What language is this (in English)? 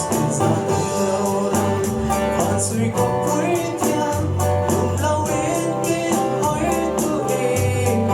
Falam Chin